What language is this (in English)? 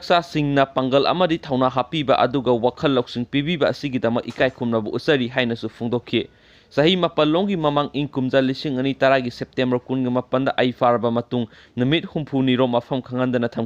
Manipuri